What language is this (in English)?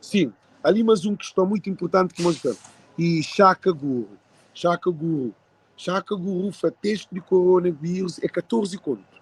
Kabuverdianu